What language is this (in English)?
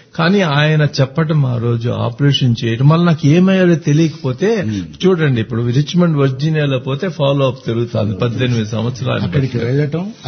Telugu